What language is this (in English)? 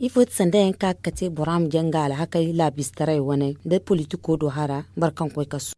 Zarma